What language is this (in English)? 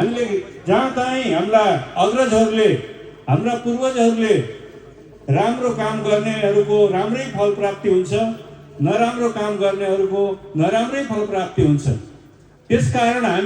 Nepali